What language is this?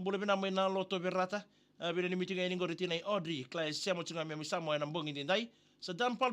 Fijian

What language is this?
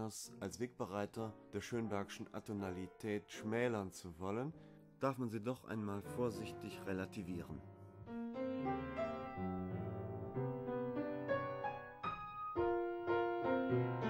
German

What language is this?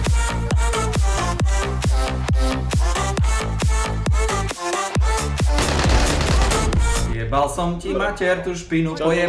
Slovak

